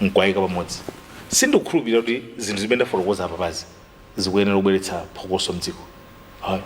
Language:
Nyanja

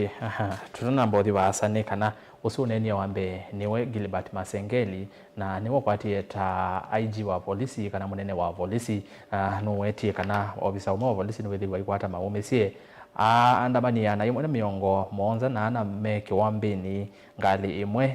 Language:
Kamba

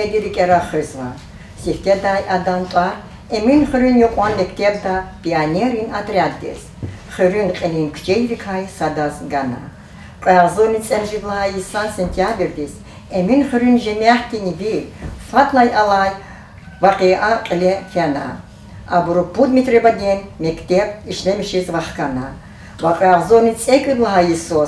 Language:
Lezghian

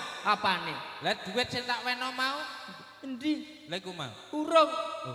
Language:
Javanese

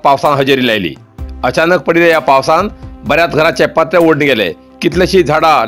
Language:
Konkani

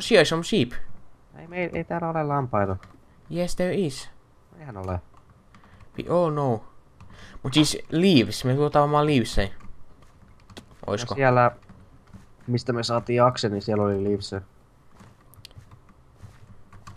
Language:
Finnish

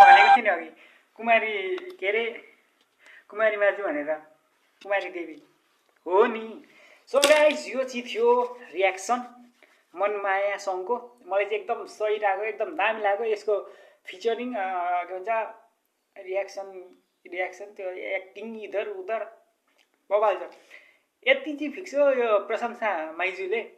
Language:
Nepali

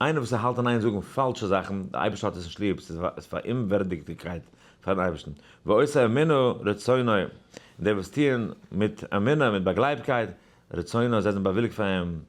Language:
Yiddish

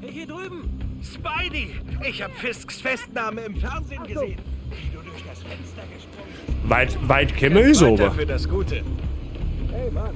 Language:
Bavarian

